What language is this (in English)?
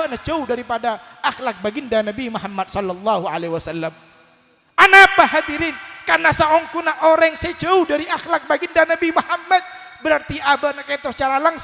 Madurese